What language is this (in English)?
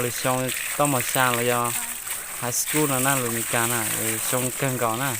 Hmong